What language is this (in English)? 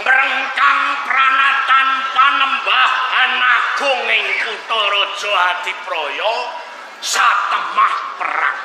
Javanese